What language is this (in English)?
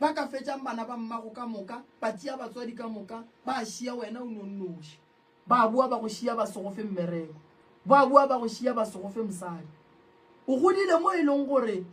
Northern Sotho